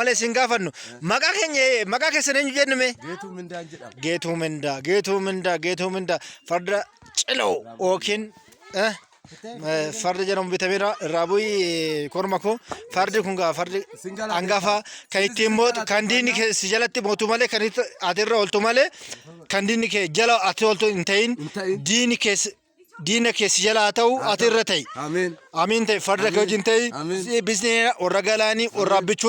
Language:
Oromo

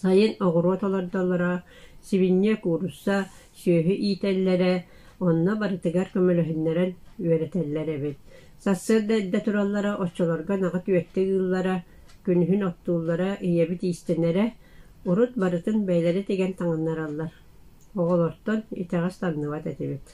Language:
Yakut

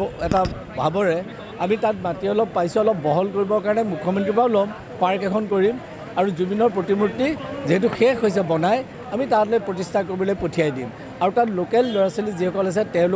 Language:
Assamese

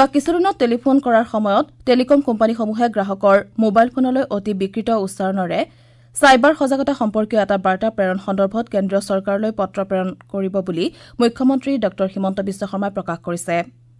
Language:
Assamese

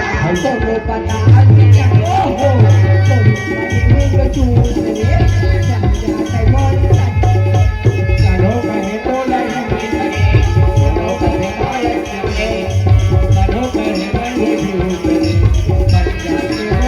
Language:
Chhattisgarhi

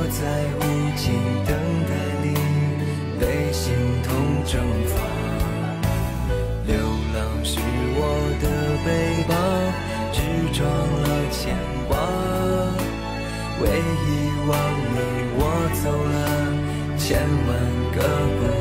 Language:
Chinese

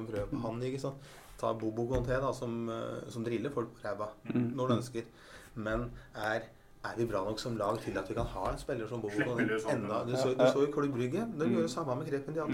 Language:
Norwegian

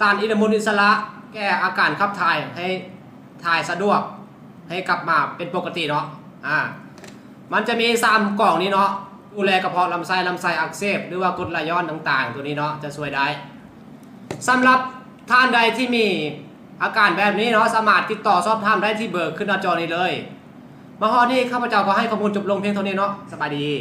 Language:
Lao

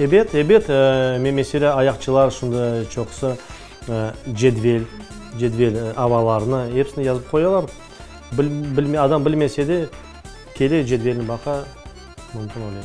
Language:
Crimean Tatar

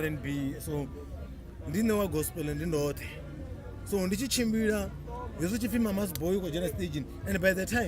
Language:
Venda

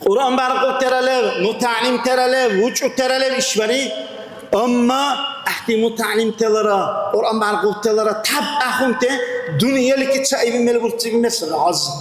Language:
Dargwa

